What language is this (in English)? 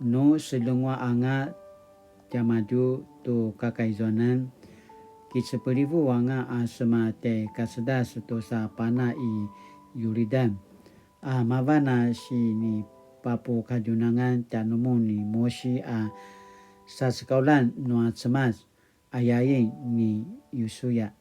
Paiwan